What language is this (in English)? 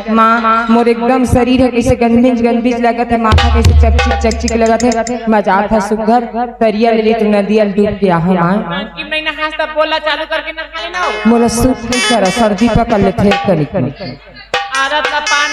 Chhattisgarhi